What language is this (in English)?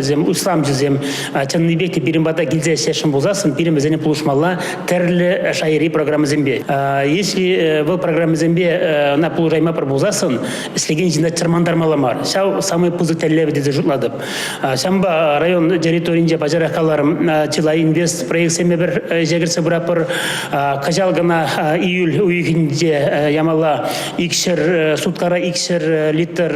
Chuvash